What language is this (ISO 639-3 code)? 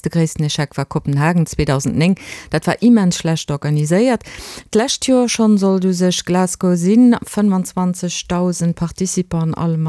ltz